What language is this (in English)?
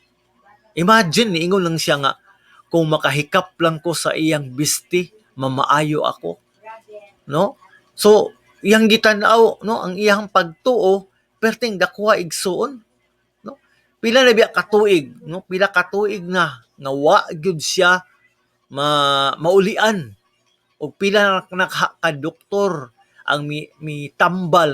Cebuano